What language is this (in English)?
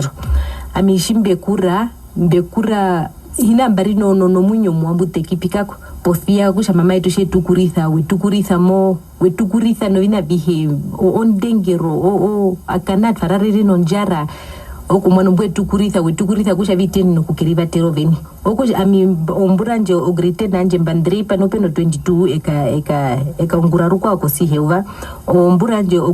Herero